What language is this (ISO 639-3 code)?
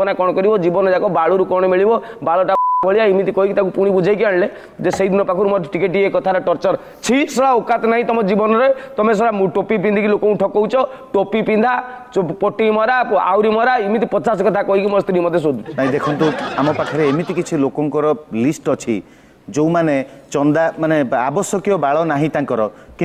ori